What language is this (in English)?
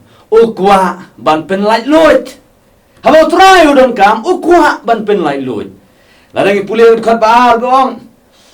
Khasi